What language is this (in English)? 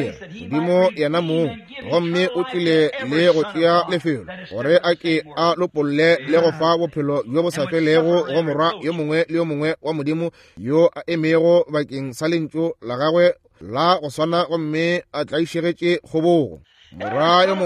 Northern Sotho